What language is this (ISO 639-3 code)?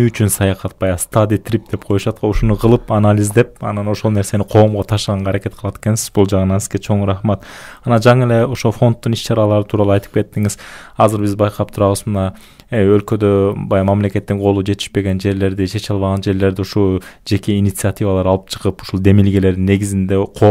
kir